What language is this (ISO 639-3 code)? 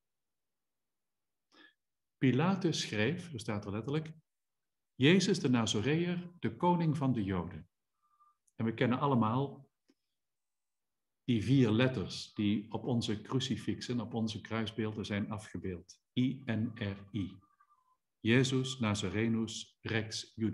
nld